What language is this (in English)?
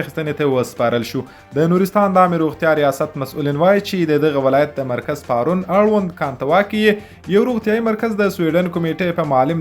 Pashto